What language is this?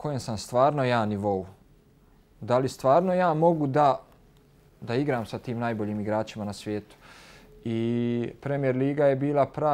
Bosnian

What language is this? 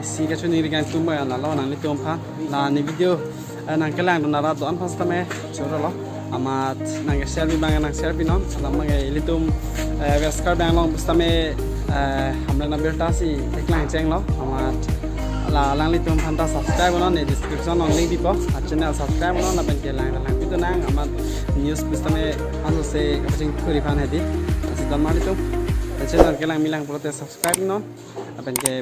Karbi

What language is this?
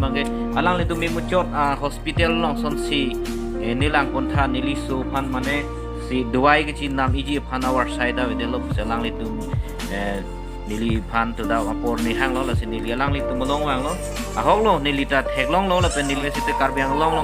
Karbi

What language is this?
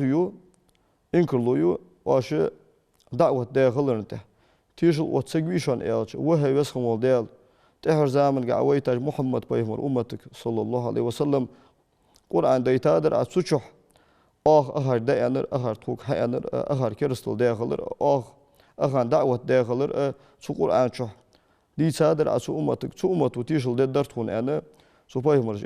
Ingush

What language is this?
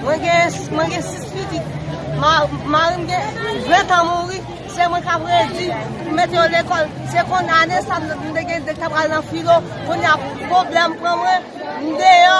Haitian Creole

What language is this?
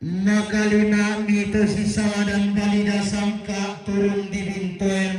Toraja-Sa'dan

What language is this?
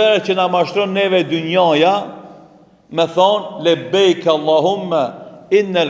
Albanian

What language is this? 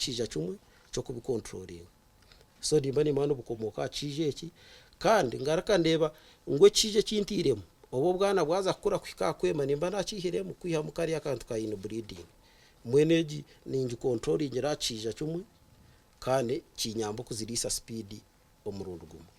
Nyankole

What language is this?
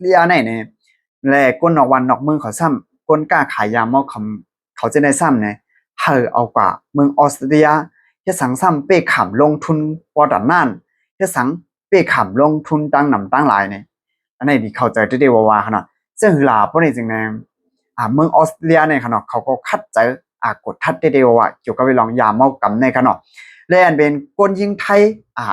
Shan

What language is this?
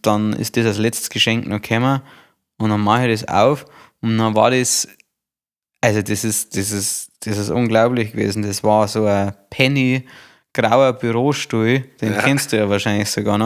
Bavarian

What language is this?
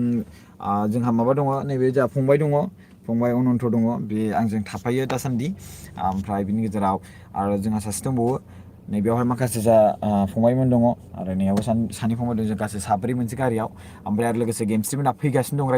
Bodo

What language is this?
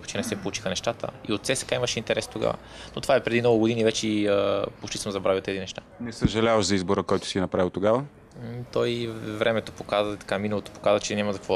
Bulgarian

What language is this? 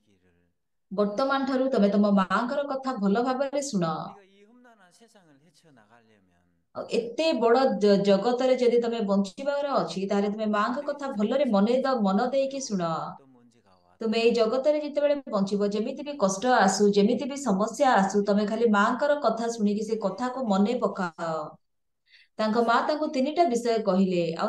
Odia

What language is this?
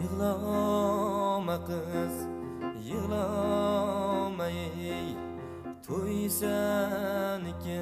Kara-Kalpak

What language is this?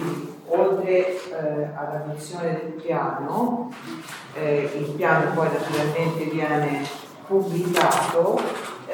Italian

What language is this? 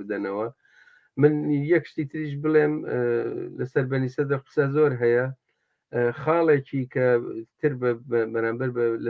Central Kurdish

